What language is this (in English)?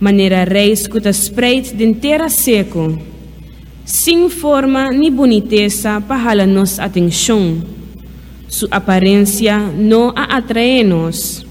Papiamento